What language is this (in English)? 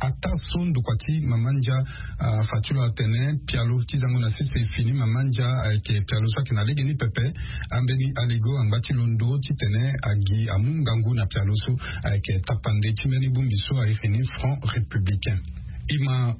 Sango